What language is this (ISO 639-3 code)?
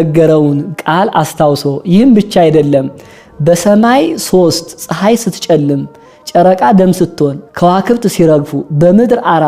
amh